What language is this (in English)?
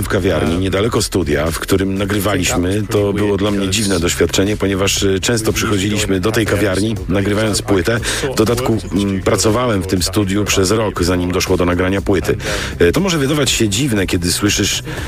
Polish